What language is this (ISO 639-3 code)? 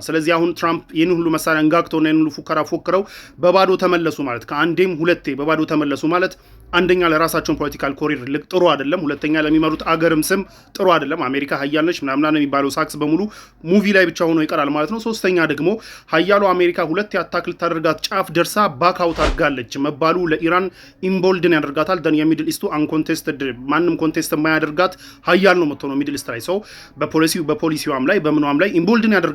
amh